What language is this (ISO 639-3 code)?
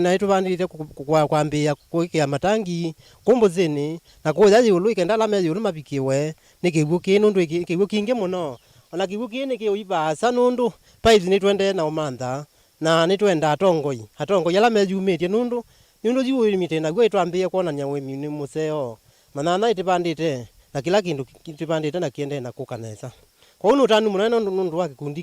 kam